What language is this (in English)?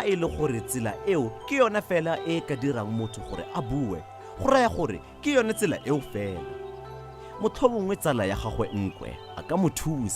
Tswana